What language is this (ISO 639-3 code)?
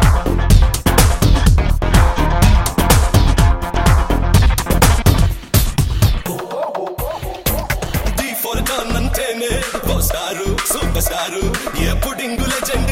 tel